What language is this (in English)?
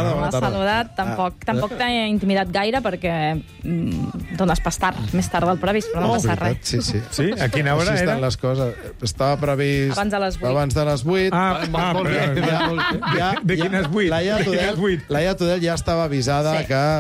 Catalan